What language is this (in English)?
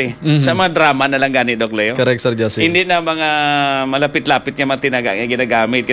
Hiligaynon